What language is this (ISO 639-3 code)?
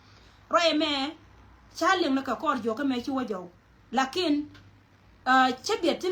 nus